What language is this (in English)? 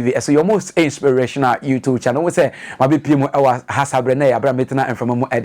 Akan